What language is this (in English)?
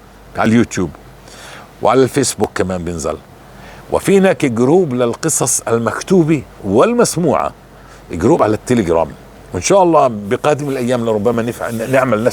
North Levantine Arabic